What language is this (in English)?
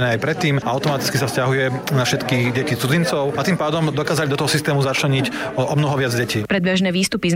Slovak